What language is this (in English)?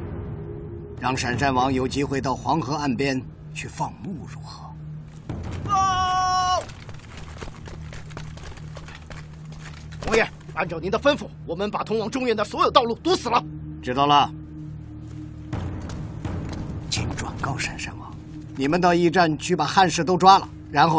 Chinese